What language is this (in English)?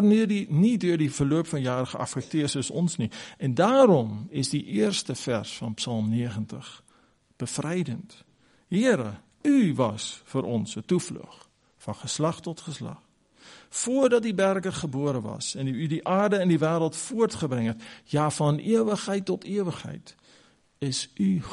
Afrikaans